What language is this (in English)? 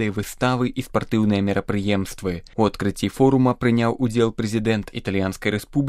Belarusian